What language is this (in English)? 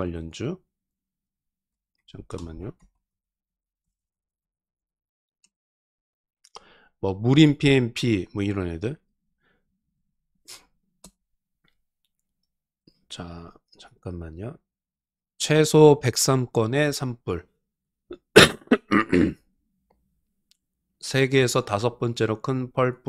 Korean